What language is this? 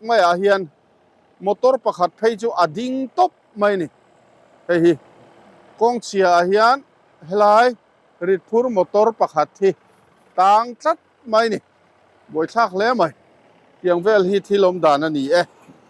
Mizo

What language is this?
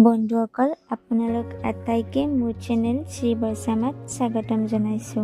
Assamese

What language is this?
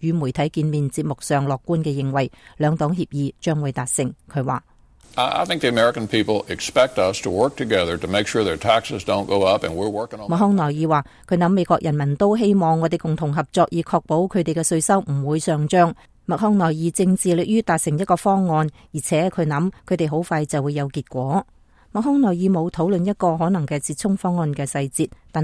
Cantonese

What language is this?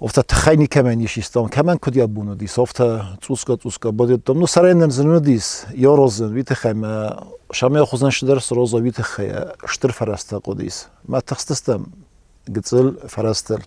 Ossetic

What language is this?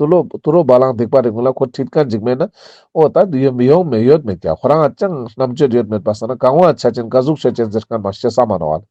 Ladakhi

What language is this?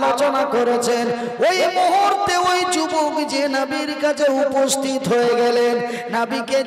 Bangla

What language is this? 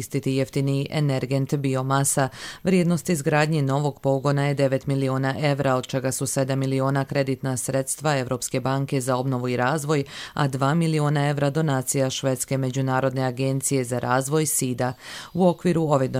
Croatian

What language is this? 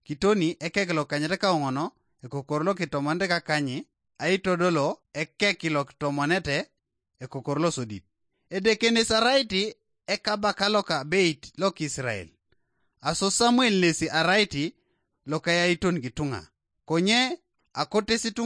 Teso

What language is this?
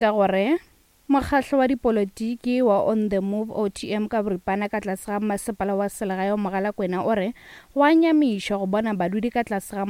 Northern Sotho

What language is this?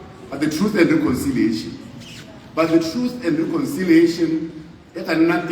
Tswana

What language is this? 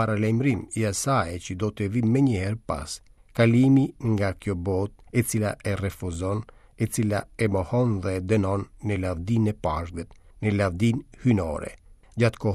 Albanian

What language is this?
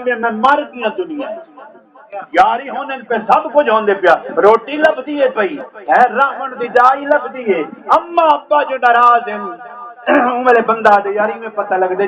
Saraiki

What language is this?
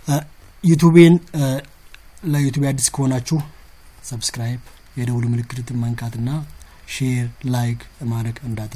Amharic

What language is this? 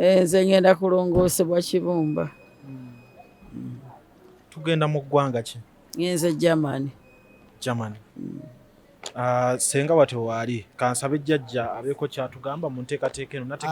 Ganda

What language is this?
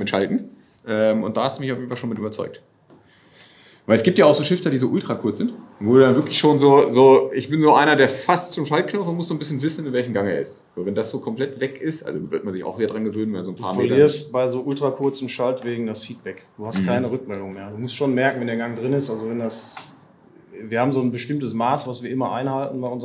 German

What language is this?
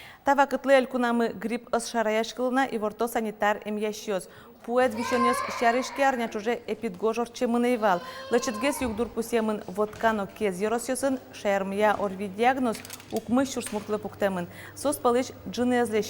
Udmurt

